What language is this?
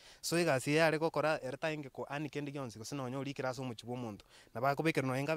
Gusii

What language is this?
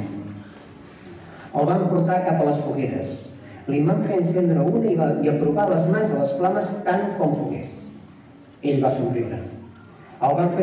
Catalan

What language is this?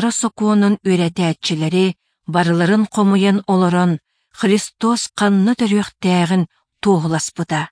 Yakut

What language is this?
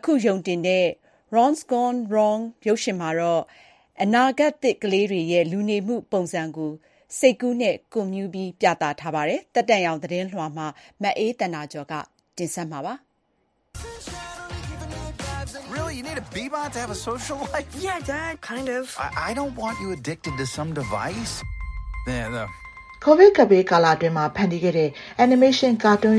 Burmese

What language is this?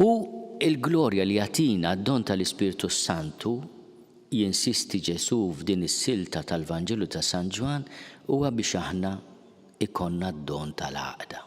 Maltese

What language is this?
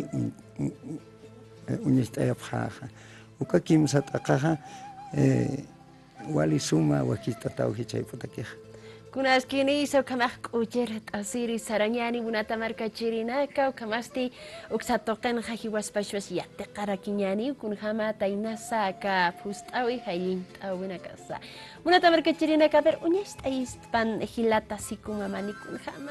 Aymara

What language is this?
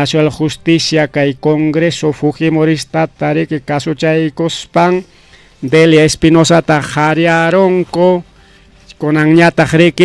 Ayacucho Quechua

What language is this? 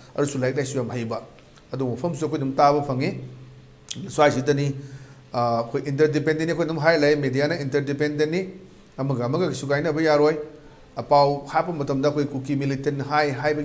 Manipuri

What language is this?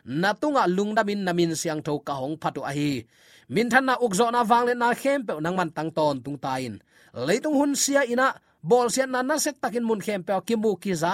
Tedim Chin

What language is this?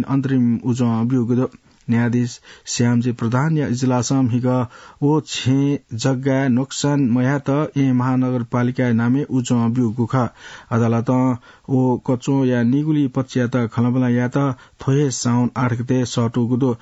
Newari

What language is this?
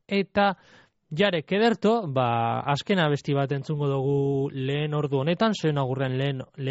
Basque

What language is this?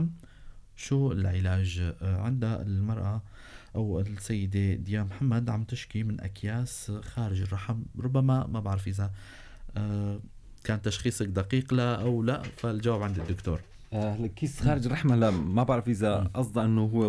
North Levantine Arabic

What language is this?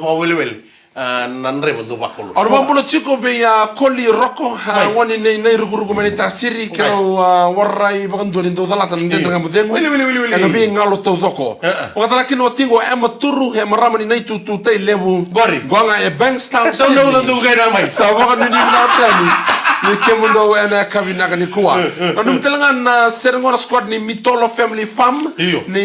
Fijian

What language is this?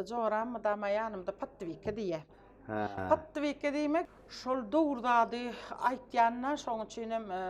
Turkmen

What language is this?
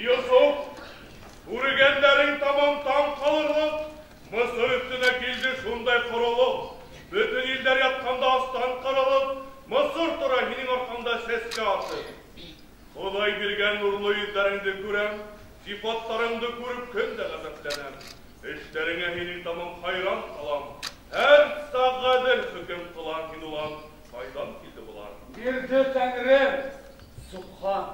Bashkir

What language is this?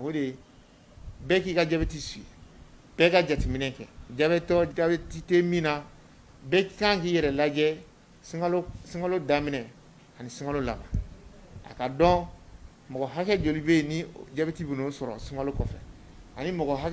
Bambara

